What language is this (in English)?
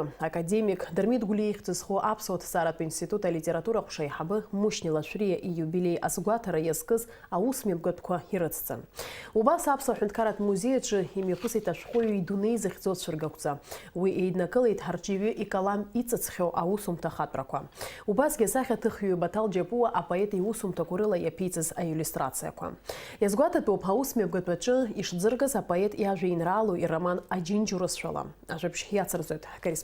Abkhazian